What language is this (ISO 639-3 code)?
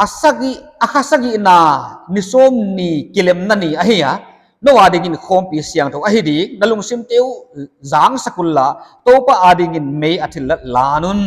pck